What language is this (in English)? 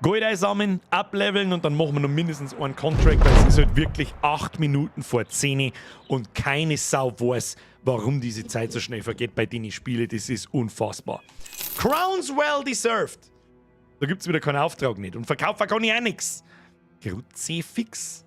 Bavarian